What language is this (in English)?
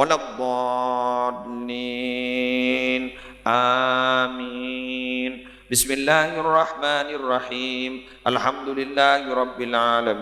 Madurese